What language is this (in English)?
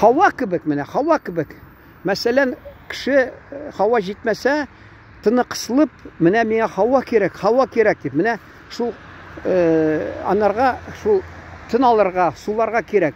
Tatar